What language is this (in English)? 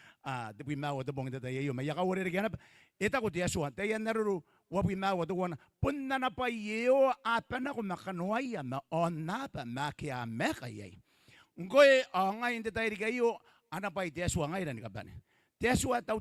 Gilbertese